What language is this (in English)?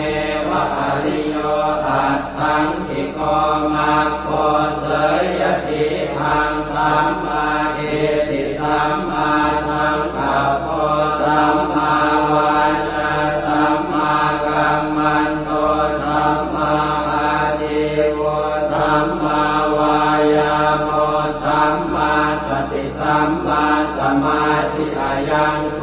Pali